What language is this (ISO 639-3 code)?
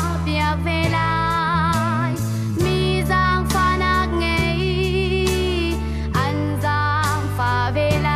cnh